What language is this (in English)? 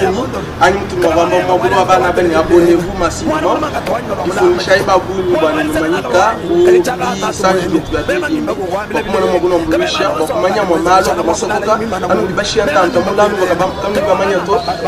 Luba-Lulua